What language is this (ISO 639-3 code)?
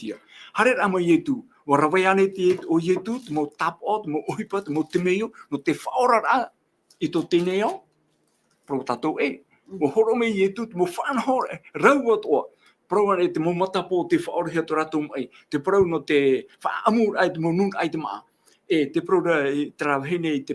tah